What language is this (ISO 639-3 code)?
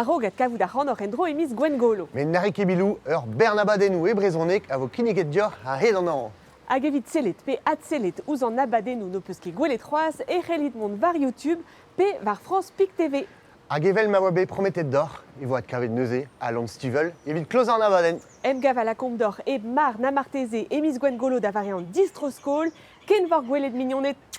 bre